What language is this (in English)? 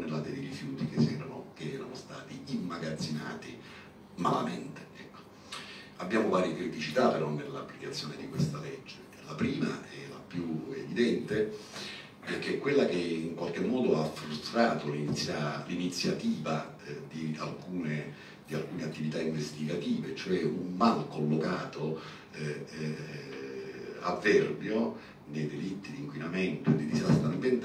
Italian